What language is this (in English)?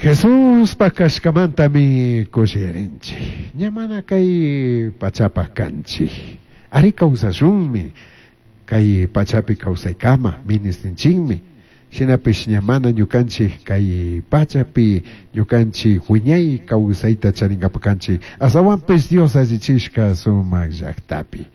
Chimborazo Highland Quichua